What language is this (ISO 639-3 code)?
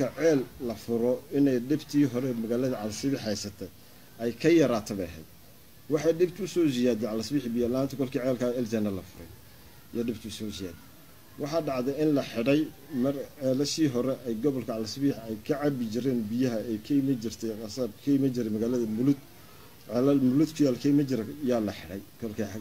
som